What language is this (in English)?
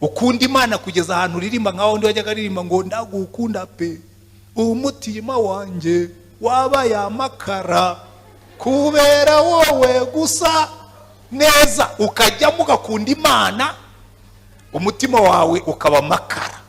Kinyarwanda